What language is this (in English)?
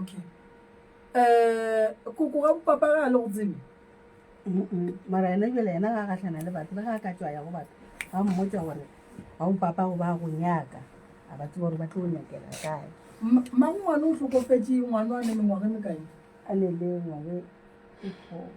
Northern Sotho